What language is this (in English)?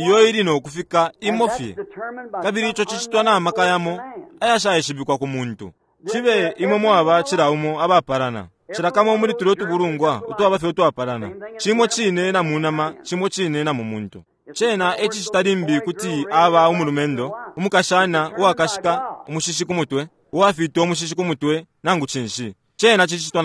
Bemba